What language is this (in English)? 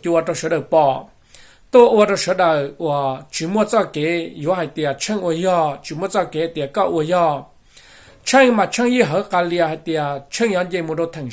Hmong